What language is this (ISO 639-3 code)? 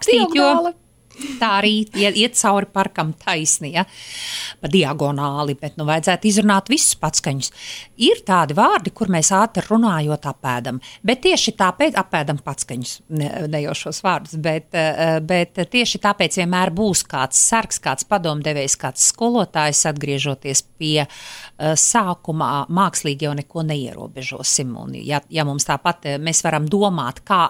lav